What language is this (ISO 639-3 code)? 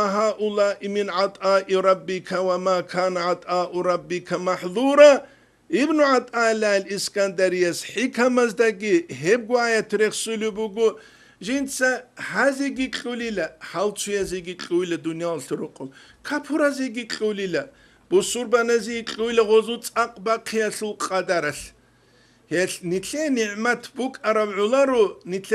ava